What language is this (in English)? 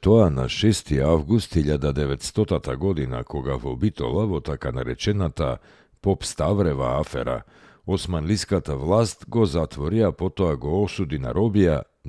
Macedonian